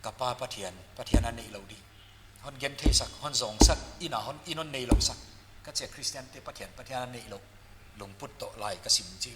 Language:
Paite Chin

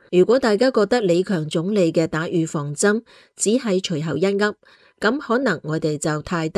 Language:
Cantonese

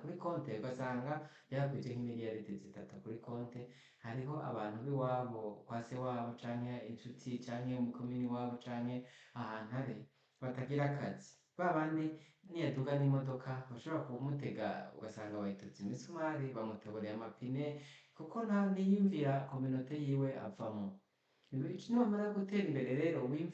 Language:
Rundi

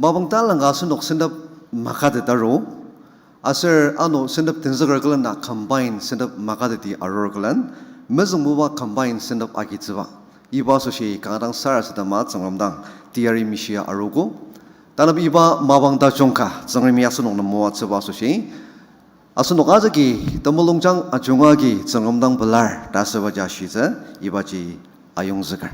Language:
Ao Naga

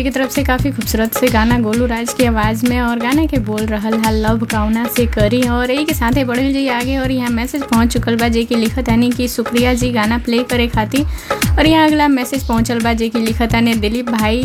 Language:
Bhojpuri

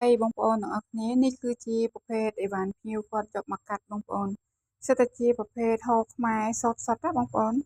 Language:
Khmer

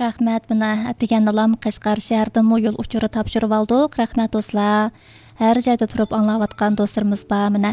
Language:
Uyghur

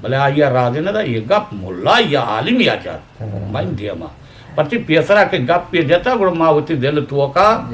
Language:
Eastern Balochi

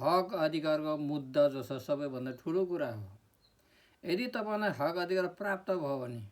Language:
Nepali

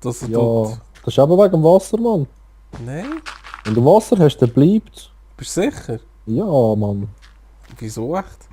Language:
Swiss German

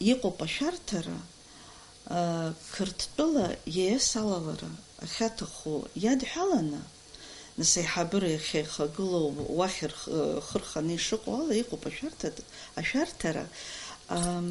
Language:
Abkhazian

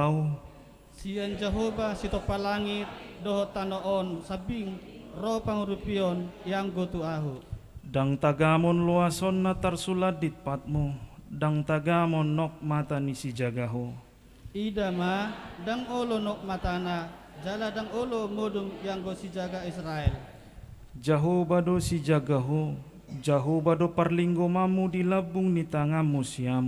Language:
Batak Toba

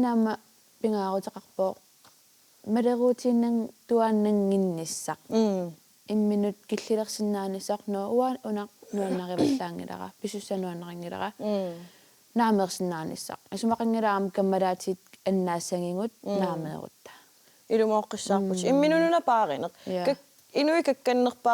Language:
Kalaallisut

